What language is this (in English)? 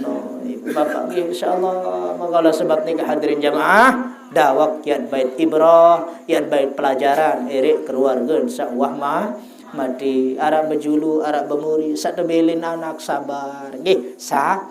Sasak